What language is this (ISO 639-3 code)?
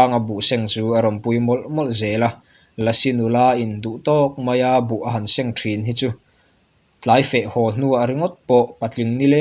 lus